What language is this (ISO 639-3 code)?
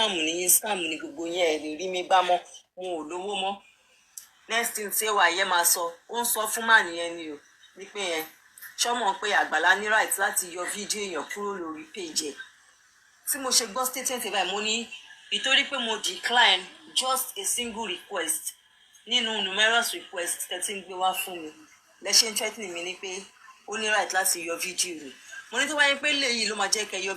yor